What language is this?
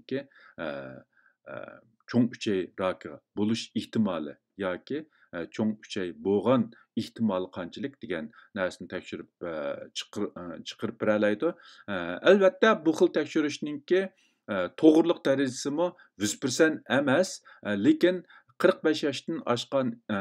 Uyghur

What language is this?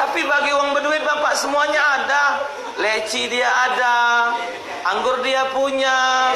Musi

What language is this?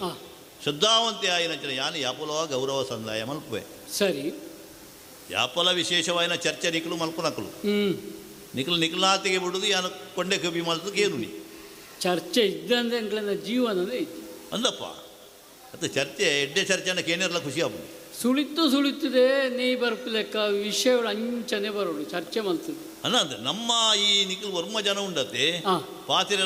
Tulu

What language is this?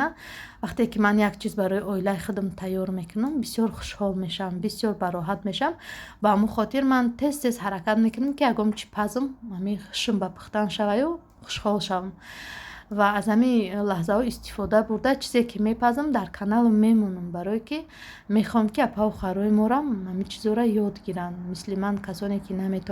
Tajik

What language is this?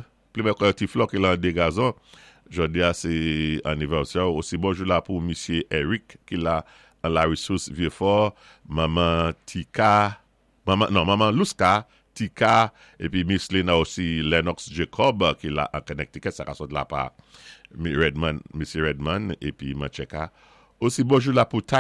Saint Lucian Creole French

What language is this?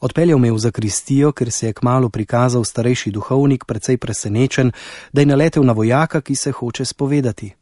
Slovenian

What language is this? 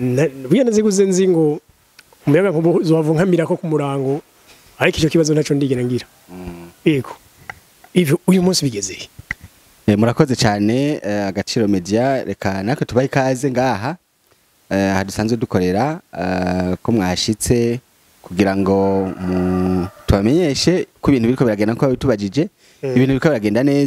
Rundi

